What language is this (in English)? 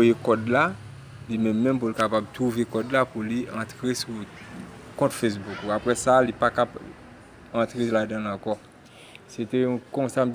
Haitian Creole